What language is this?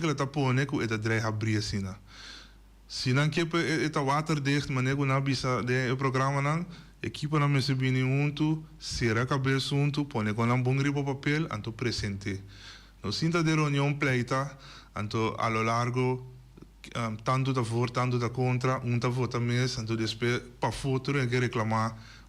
Papiamento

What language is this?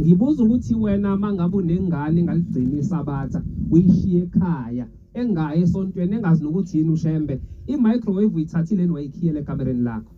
Zulu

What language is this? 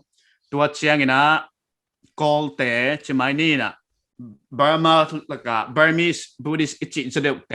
Paite Chin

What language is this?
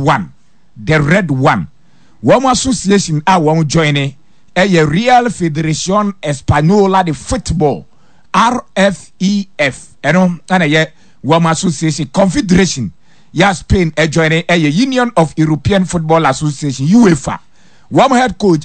Akan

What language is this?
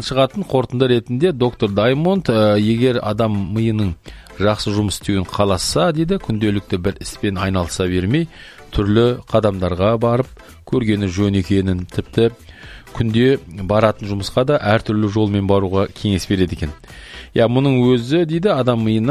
Kazakh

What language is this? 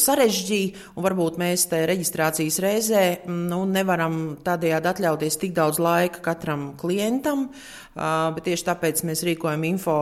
Latvian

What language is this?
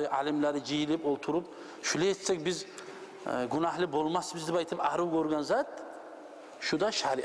Kumyk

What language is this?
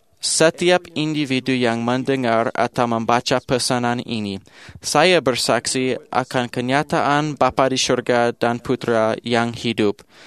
Malay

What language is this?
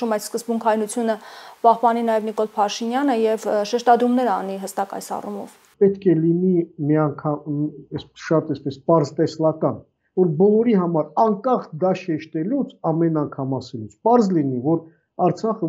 Armenian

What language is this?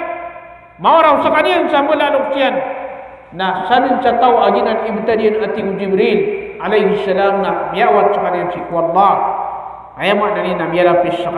Maranao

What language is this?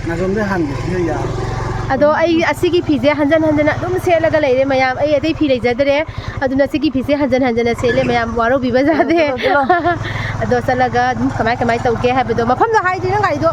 Manipuri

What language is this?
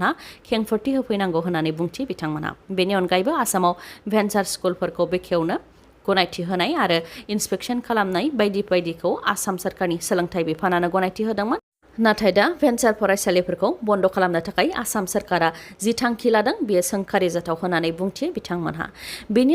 Bodo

